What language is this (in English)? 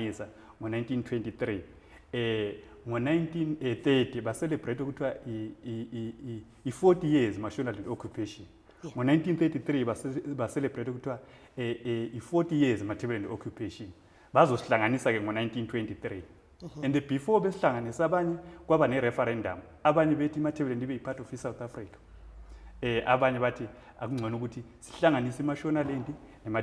Zulu